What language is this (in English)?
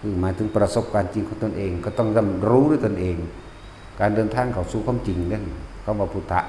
Northeastern Thai